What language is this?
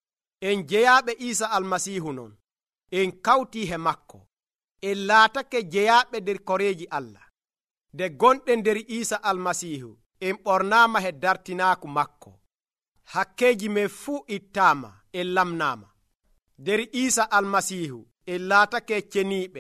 Nigerian Fulfulde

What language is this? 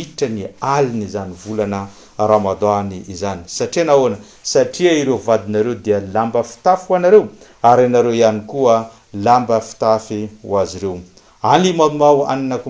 Malagasy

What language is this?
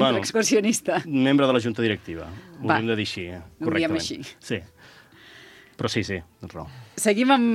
Catalan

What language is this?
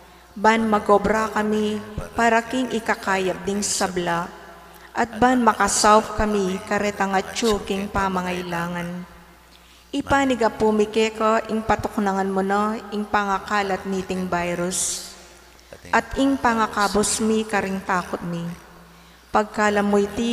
Pampanga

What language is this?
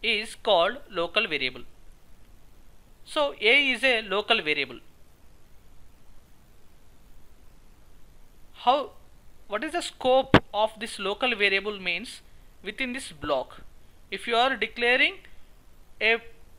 English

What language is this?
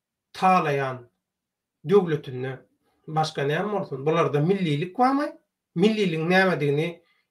Turkmen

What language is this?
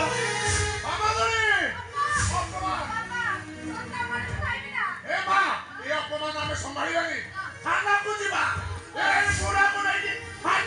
Odia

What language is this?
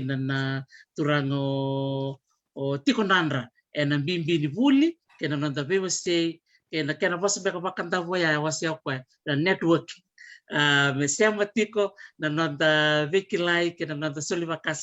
Fijian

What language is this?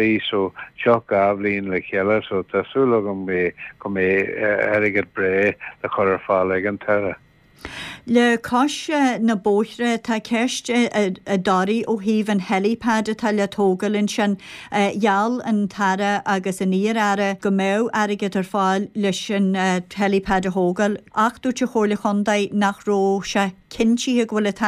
Irish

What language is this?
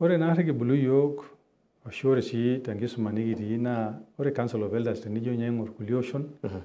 Masai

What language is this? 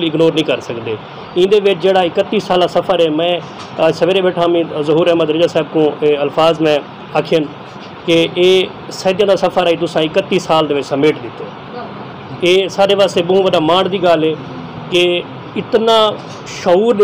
Saraiki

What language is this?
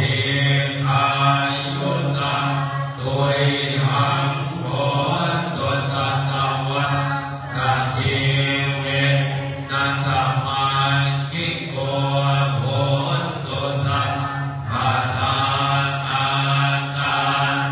Pali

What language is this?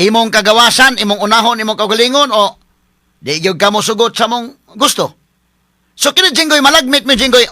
Cebuano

